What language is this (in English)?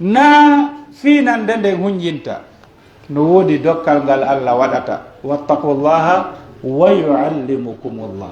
Pular